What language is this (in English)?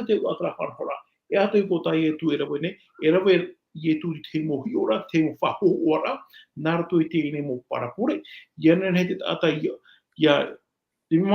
Tahitian